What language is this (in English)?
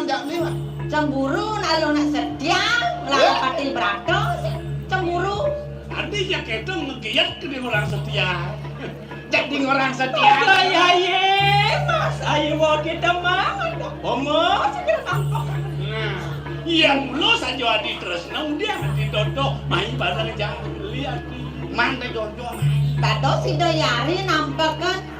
Balinese